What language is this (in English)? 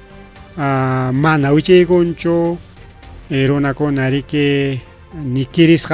Ayacucho Quechua